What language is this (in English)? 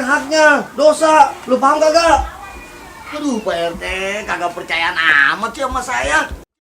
Betawi